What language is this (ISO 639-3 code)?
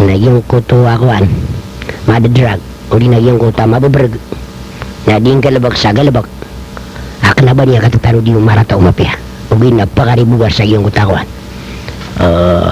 mrw